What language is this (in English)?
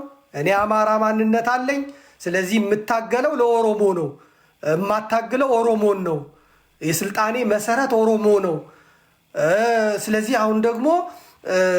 Amharic